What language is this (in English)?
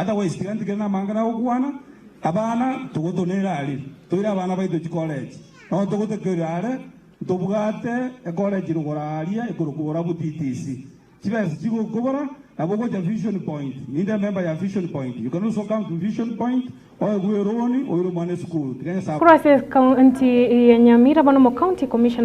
Gusii